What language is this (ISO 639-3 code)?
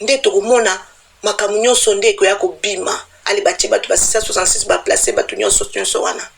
lin